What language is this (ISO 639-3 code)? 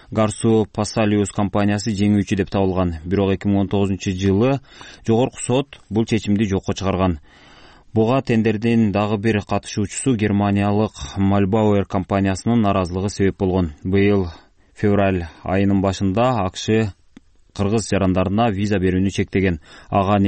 kir